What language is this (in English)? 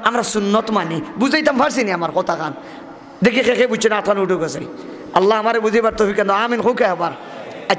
Sylheti